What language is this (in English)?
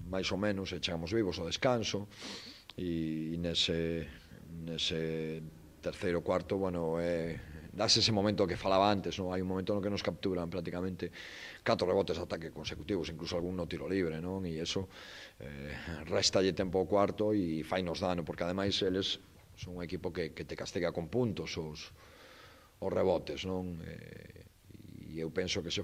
Galician